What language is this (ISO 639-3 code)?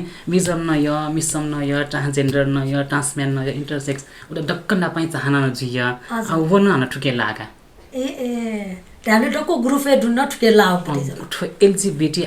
new